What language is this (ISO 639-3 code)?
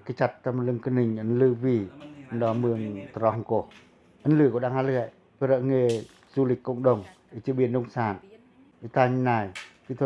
pac